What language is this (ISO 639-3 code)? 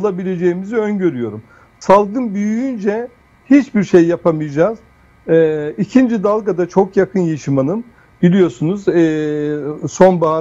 tur